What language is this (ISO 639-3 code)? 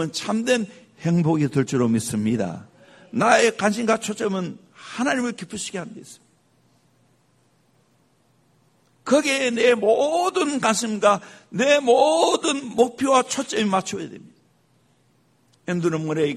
kor